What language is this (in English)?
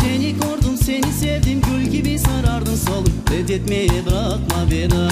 Crimean Tatar